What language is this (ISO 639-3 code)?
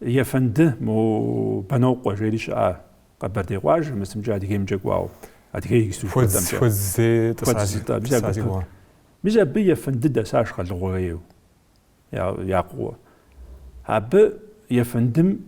kbd